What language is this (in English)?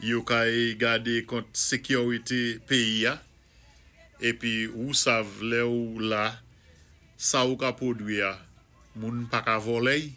Saint Lucian Creole French